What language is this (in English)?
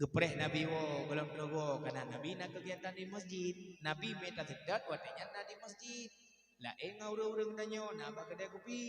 Achinese